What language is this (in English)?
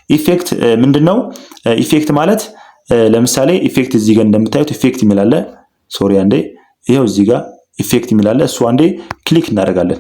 Amharic